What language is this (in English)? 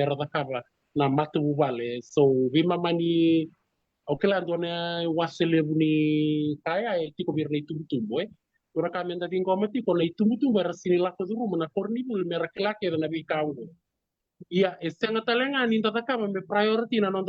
Fijian